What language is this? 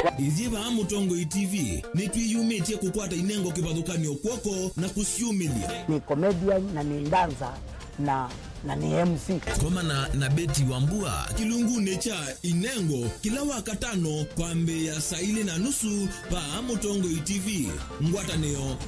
Kamba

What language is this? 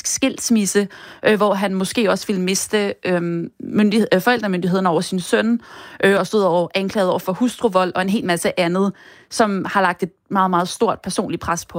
Danish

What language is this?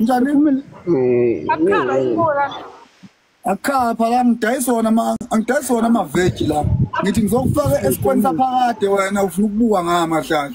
Zulu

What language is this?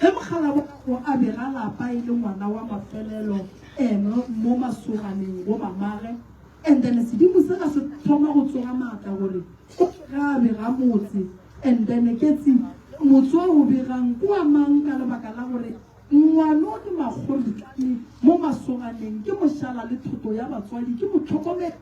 Northern Sotho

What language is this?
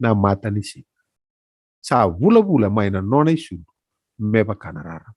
Fijian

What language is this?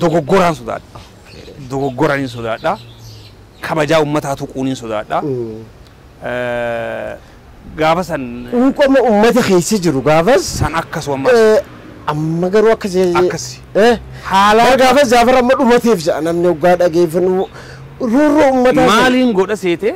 Oromo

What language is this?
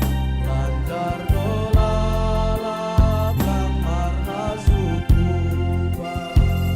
Batak Simalungun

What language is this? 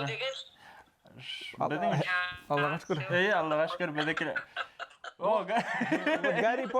Bashkir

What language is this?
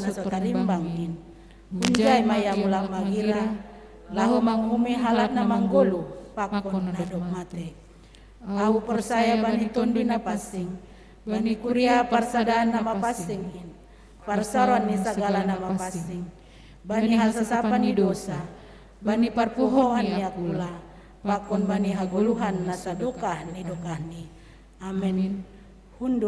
Batak Simalungun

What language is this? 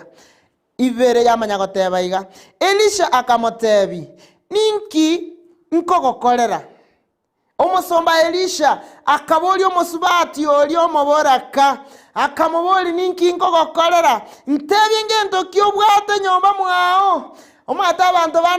Gusii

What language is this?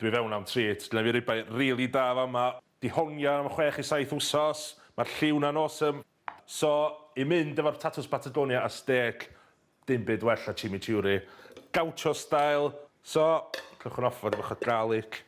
Welsh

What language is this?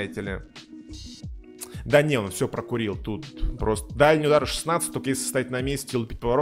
Russian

